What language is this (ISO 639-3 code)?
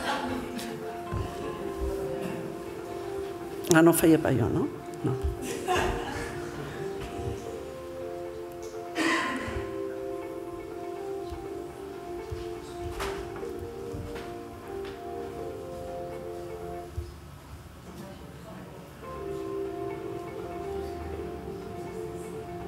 cat